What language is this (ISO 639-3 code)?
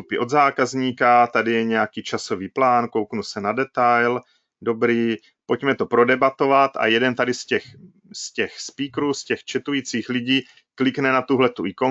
ces